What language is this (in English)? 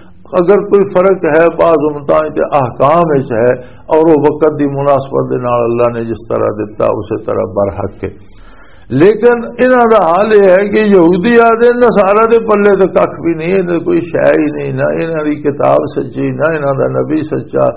Western Panjabi